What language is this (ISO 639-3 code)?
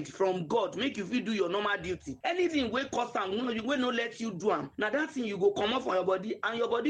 pcm